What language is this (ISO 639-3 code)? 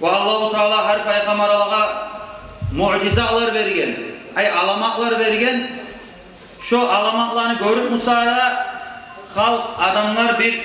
kum